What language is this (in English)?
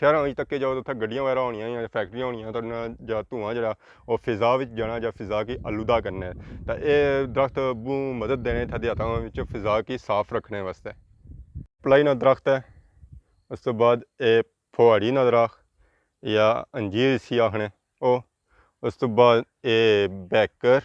Pahari-Potwari